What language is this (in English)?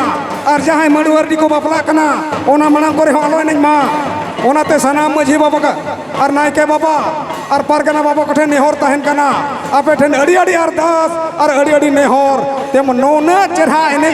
Santali